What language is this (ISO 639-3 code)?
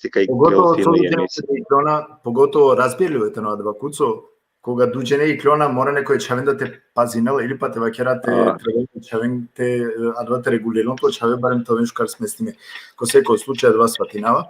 rmn